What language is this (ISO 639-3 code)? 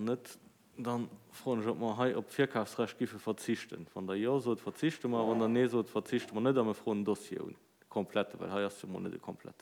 ltz